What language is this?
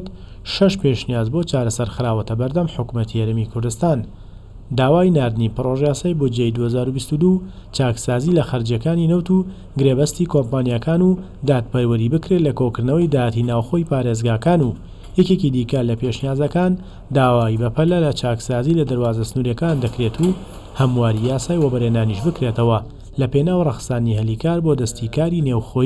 Central Kurdish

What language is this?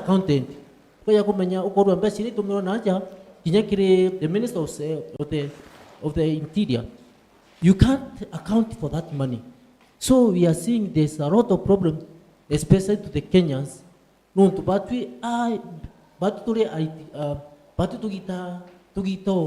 Meru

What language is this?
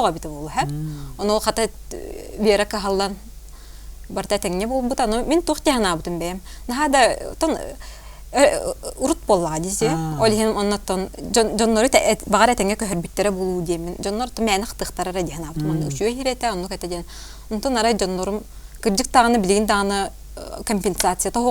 Yakut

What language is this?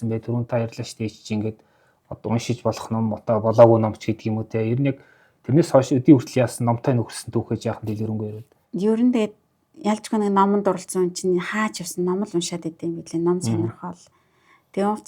Mongolian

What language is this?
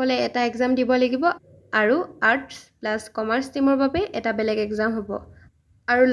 Assamese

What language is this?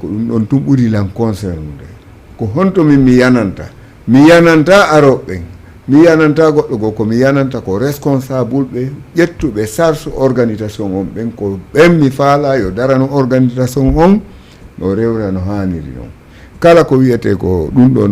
Fula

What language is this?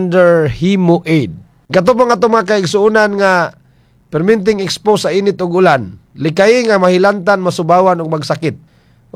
Cebuano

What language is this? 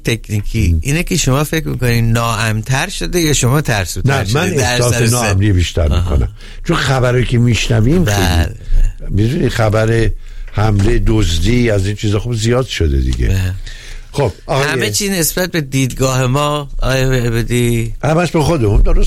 Persian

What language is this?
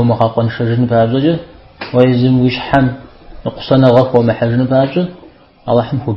Kabardian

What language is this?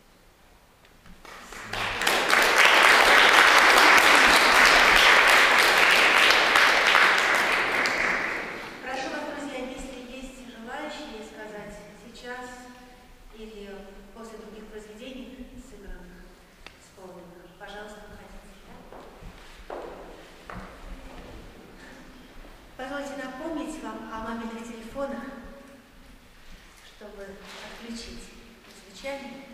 Russian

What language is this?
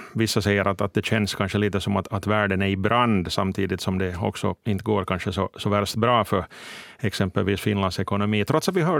Swedish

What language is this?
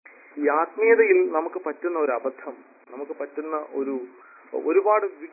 Malayalam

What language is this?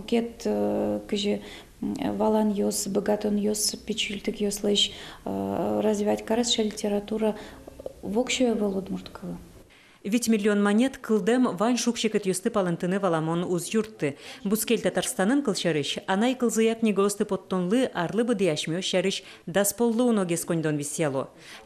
Udmurt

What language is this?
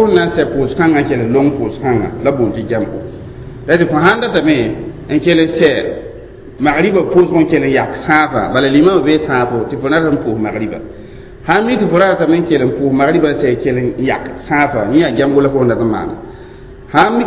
Mossi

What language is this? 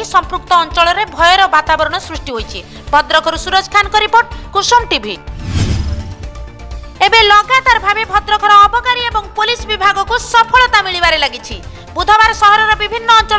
Odia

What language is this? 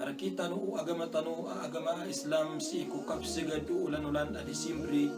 Maranao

